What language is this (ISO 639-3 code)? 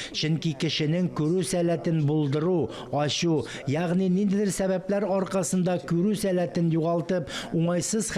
tat